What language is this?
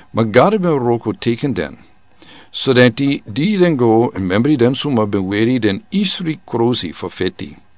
Sranan Tongo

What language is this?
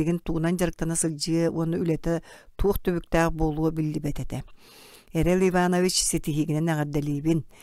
Yakut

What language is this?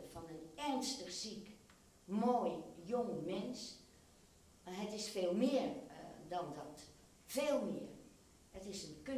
Dutch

